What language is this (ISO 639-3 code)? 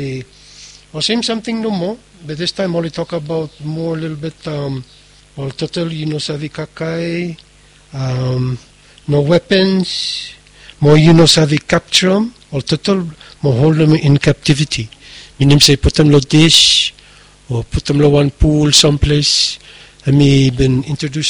bis